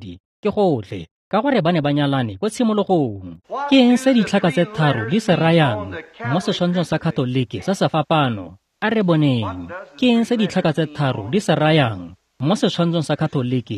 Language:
Tswana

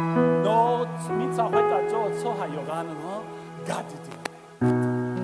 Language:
Akha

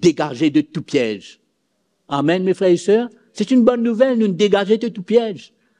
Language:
Morisyen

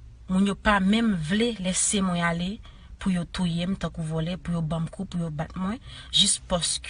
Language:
Haitian Creole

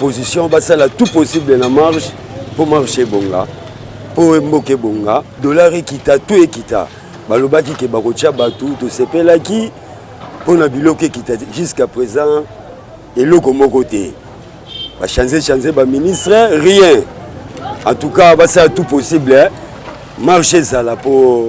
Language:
Lingala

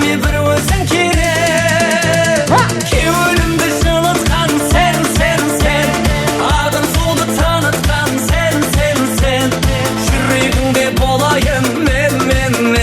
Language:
Kara-Kalpak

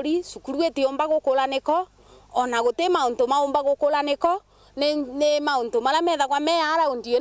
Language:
Meru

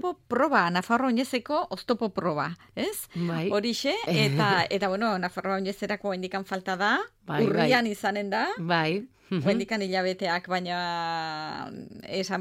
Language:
Basque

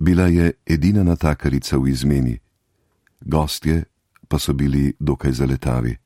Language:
Slovenian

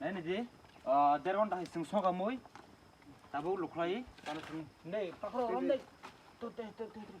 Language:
Kok Borok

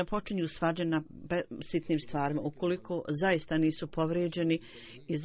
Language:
Bosnian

